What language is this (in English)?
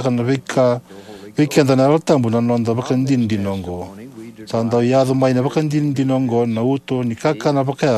Fijian